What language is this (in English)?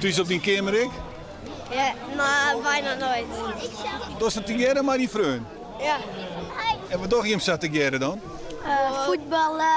Western Frisian